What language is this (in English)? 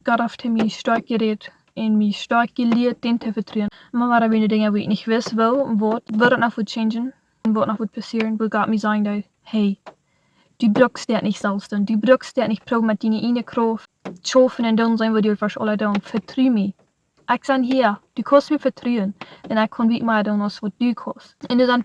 Plautdietsch